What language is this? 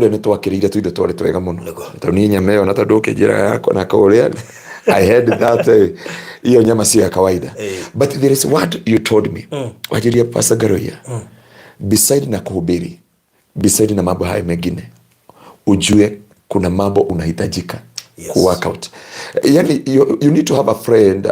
Kikuyu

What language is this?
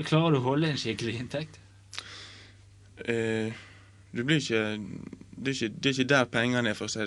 Norwegian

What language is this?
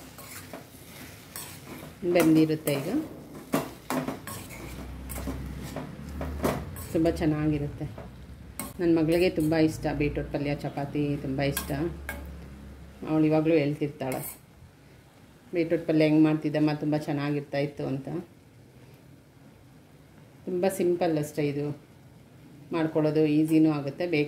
Kannada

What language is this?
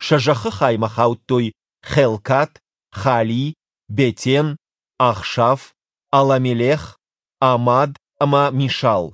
Ossetic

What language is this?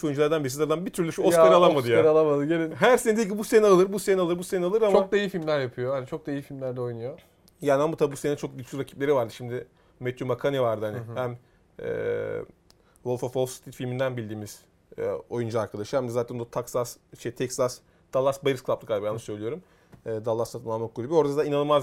Turkish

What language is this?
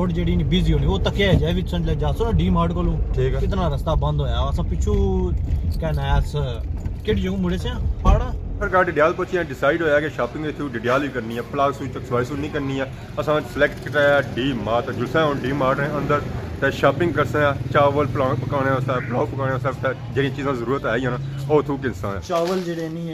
Pahari-Potwari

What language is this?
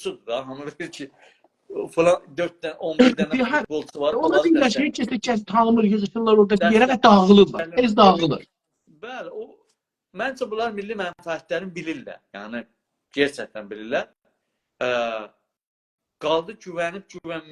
South Azerbaijani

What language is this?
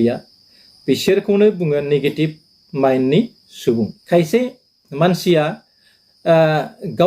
Bodo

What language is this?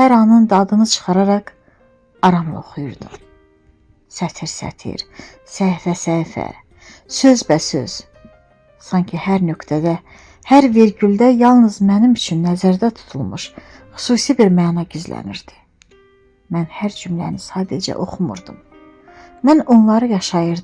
Azerbaijani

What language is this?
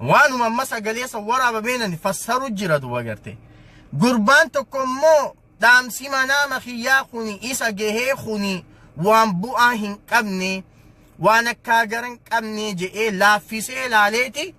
Oromo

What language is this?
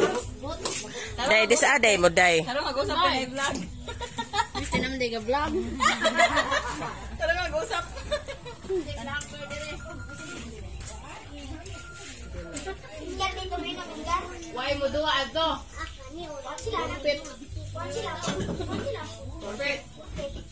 Cebuano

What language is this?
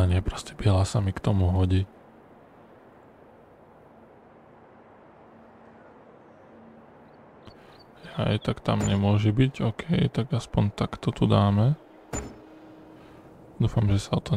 Slovak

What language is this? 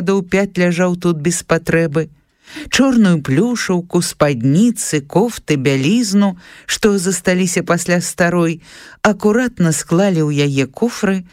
Belarusian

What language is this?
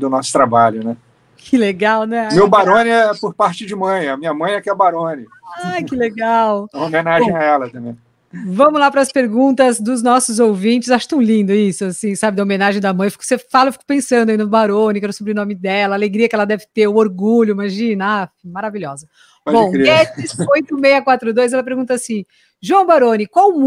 Portuguese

